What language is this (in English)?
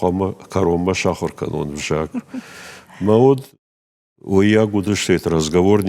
Ossetic